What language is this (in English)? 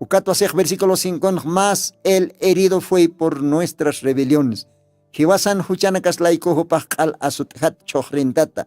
Aymara